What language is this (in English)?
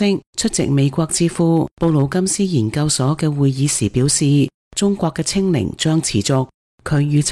Cantonese